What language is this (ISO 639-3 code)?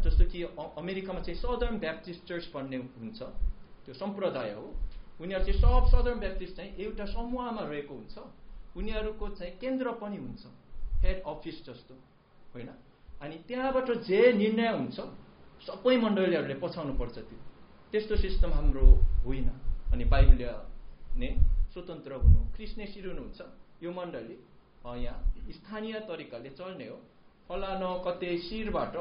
nep